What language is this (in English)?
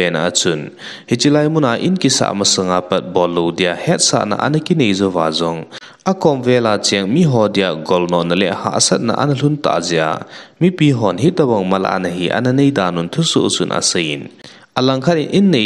Thado Chin